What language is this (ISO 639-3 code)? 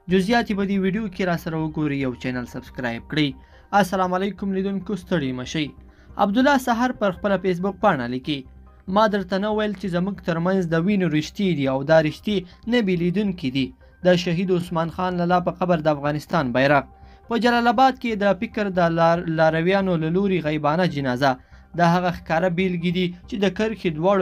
pus